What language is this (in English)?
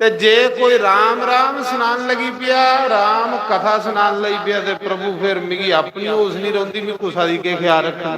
Dogri